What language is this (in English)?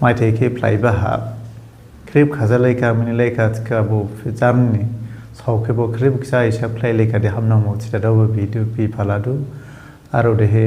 Dimasa